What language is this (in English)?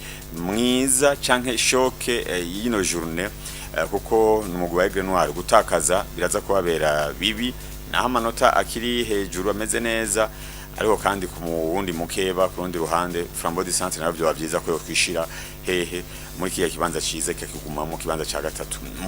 Rundi